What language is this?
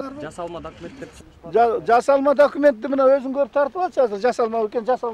Kyrgyz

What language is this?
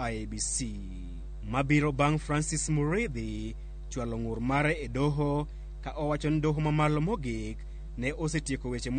Luo (Kenya and Tanzania)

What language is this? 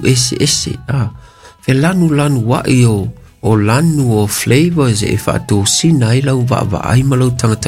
Samoan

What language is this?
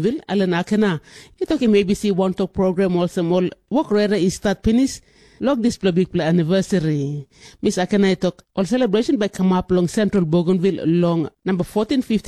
Tok Pisin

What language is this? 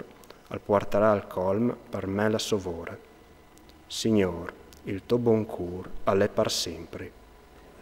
Friulian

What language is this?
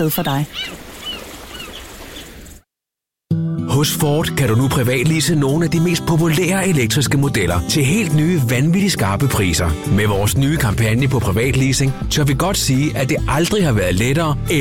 Danish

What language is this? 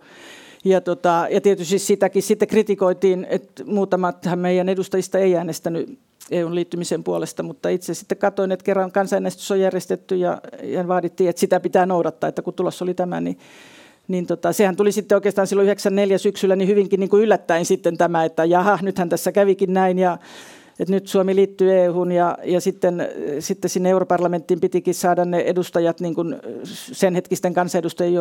Finnish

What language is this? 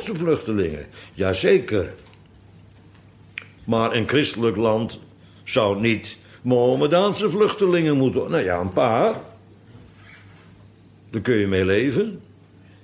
Dutch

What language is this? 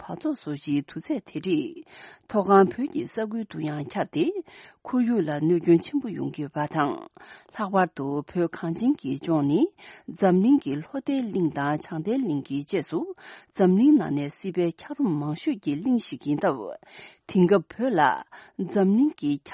Tibetan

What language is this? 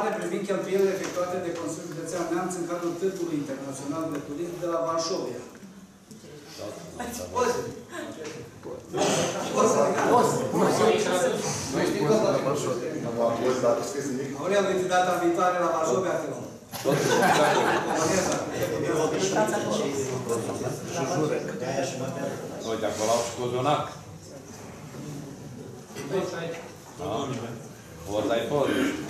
Romanian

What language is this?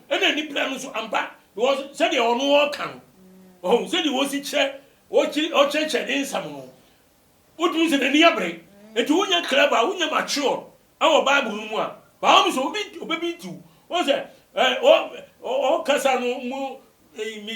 Akan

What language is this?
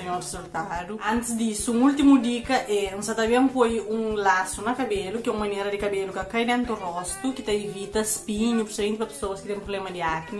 Kabuverdianu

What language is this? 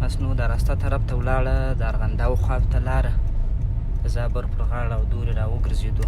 Pashto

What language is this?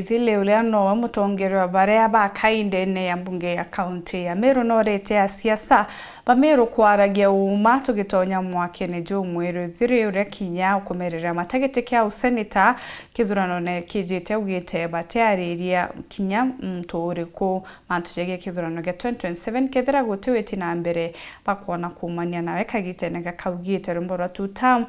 Meru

